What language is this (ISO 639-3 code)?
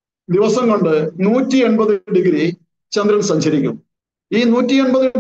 mal